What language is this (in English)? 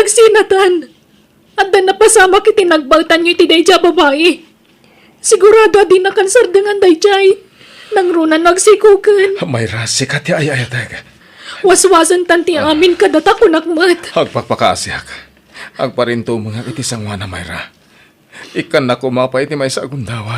Iloko